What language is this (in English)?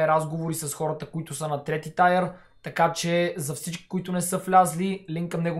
Bulgarian